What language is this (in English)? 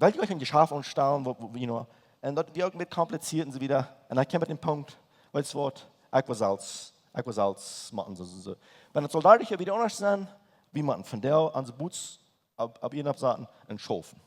Plautdietsch